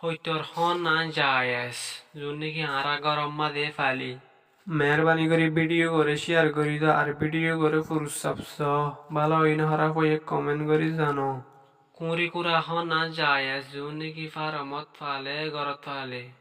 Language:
Rohingya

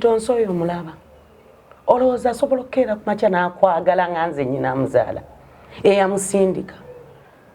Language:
Ganda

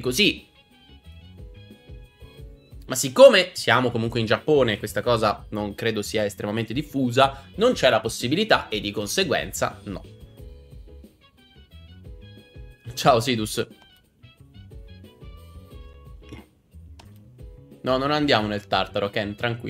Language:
Italian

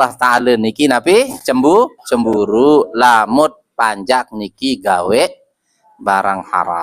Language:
Sasak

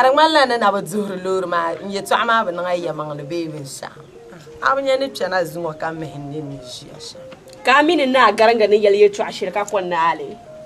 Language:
Dagbani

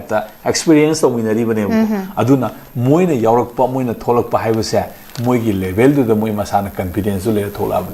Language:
Manipuri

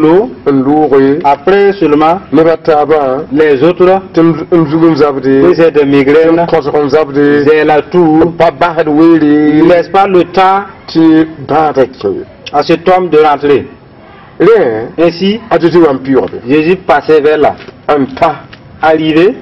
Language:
Mossi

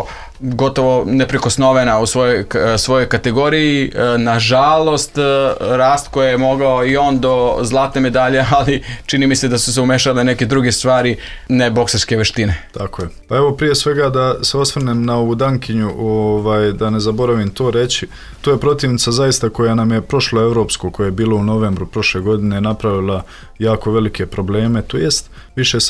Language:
Serbian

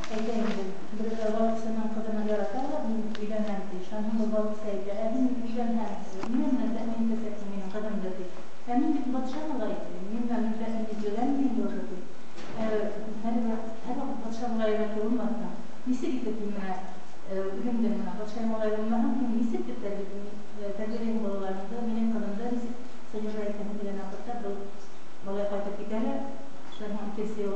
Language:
Bashkir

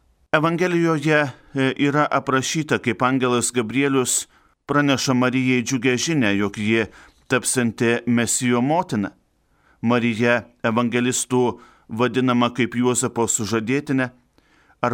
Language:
Lithuanian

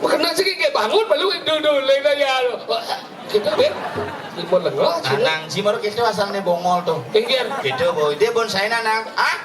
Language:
Balinese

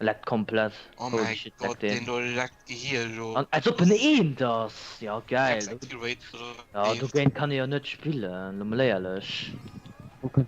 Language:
Luxembourgish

